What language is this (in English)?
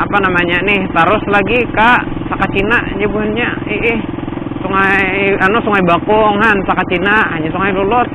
Banjar